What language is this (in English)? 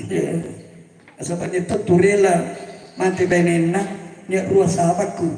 Makasar